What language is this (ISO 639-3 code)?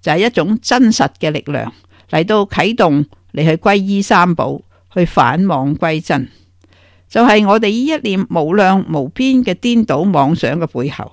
yue